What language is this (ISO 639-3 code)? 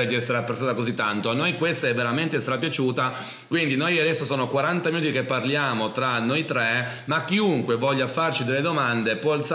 ita